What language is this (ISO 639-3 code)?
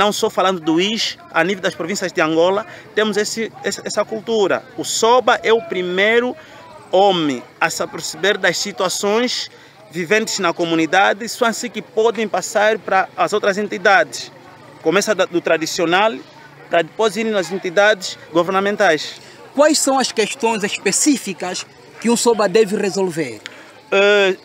por